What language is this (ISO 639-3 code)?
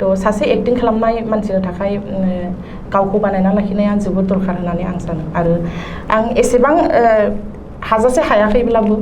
brx